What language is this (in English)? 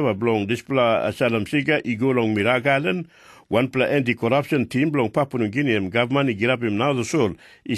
Tok Pisin